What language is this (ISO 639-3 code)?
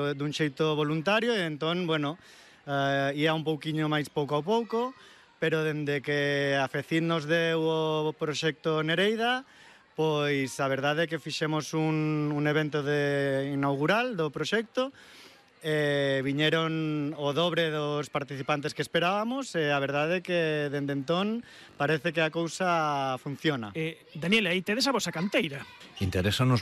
glg